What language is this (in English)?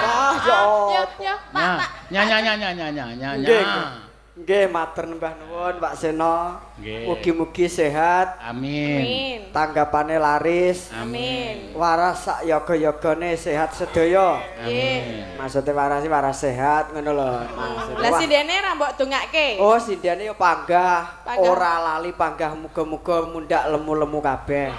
Javanese